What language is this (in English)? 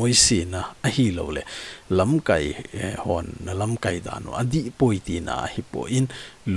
Thado Chin